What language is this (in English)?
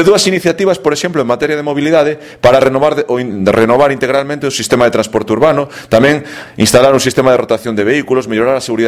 Galician